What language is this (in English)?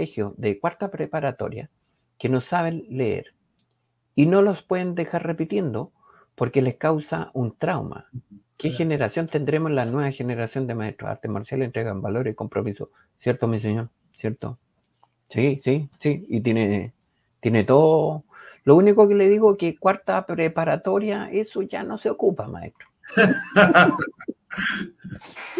Spanish